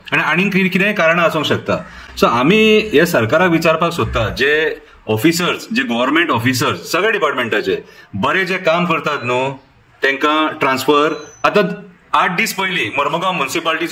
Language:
Konkani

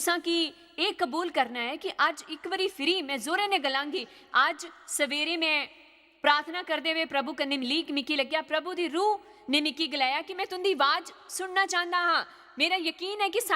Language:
Dogri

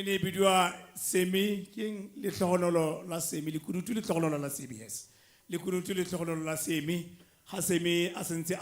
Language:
Tswana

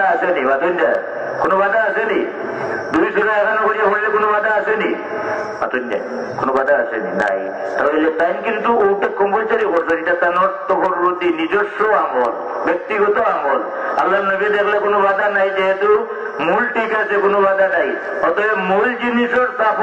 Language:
Bangla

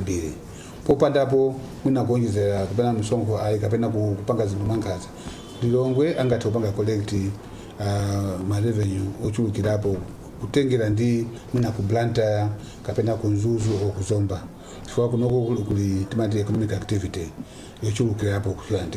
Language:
Nyanja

